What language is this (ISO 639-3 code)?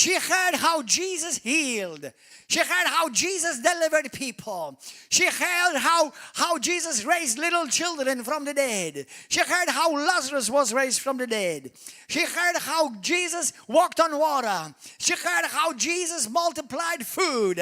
eng